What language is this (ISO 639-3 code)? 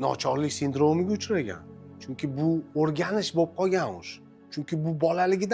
uzb